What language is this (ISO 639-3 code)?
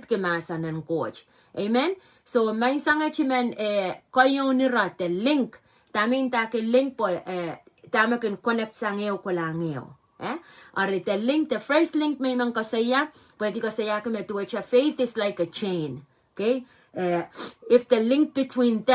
pon